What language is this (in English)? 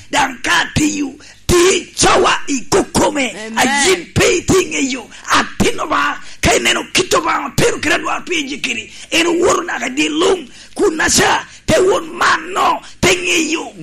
Lango (Uganda)